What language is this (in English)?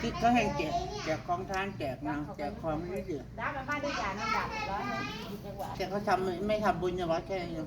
Northeastern Thai